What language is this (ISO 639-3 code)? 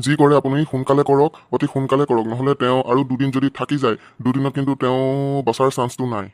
asm